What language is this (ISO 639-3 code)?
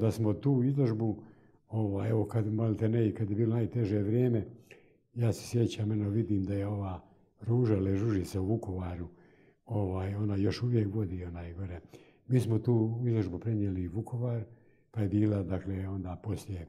hrv